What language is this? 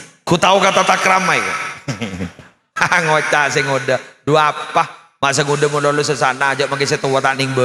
Madurese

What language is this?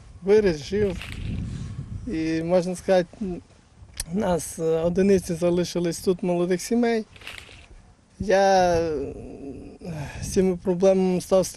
Ukrainian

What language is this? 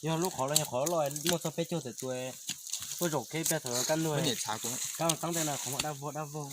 Hmong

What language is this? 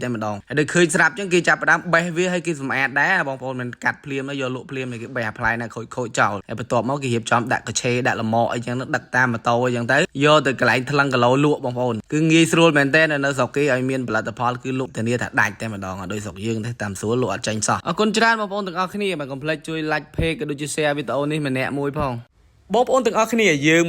Khmer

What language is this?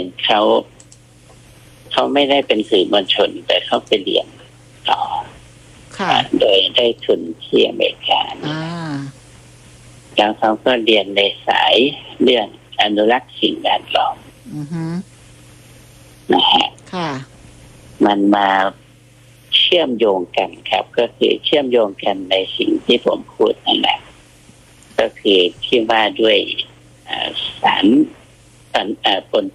Thai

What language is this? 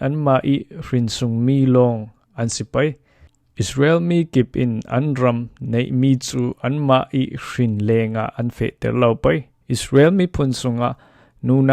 Falam Chin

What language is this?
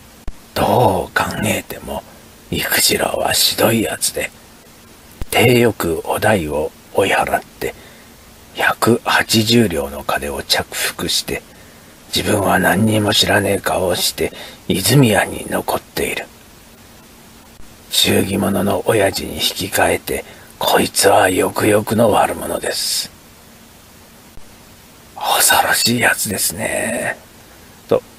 Japanese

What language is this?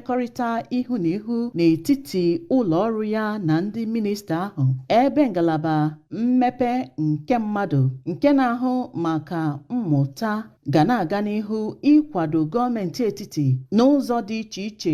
Igbo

